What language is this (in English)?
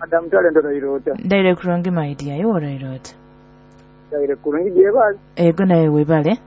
Nyoro